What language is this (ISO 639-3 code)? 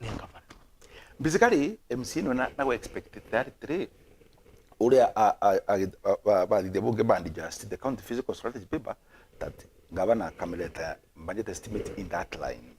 mer